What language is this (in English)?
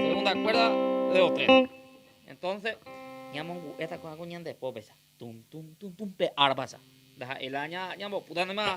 Guarani